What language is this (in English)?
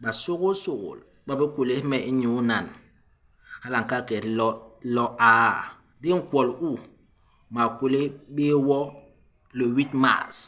Basaa